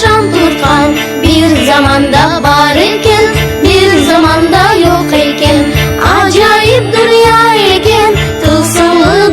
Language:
Crimean Tatar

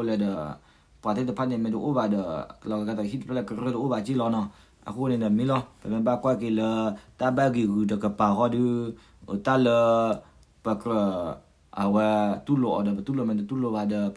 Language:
S'gaw Karen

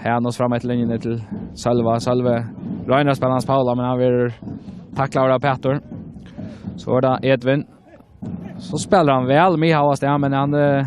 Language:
Faroese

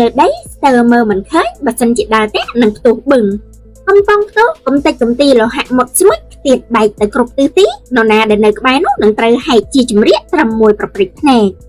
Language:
Khmer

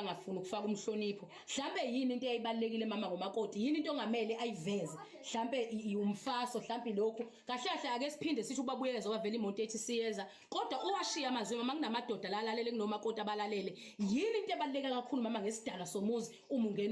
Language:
Zulu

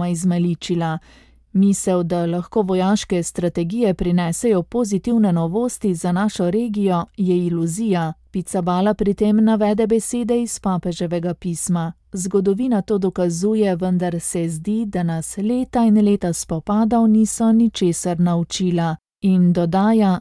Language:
Slovenian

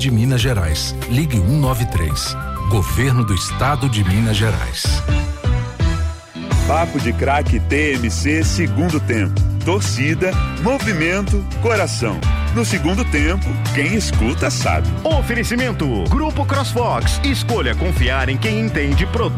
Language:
Portuguese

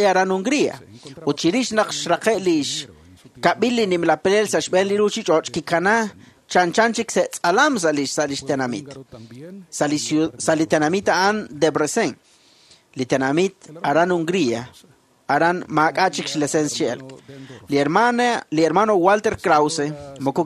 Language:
Kekchí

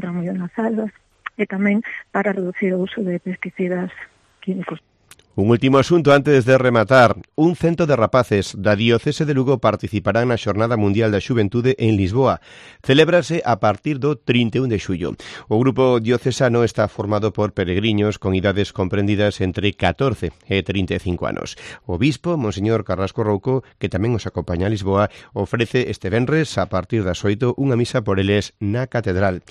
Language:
Galician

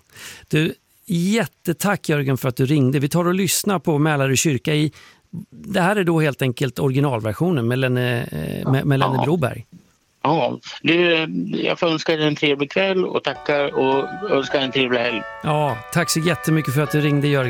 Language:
Swedish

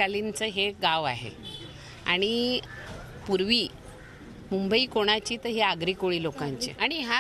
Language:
Marathi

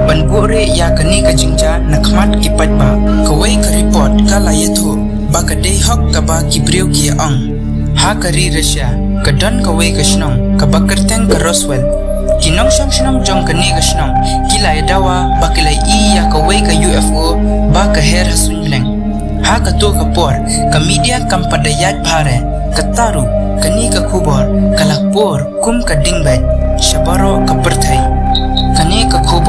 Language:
Khasi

